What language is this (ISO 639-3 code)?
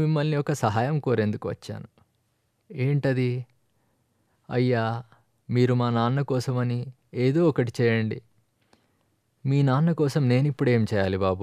tel